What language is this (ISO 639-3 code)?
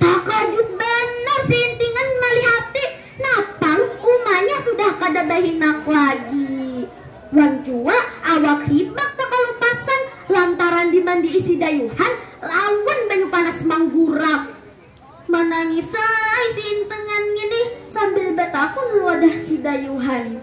bjn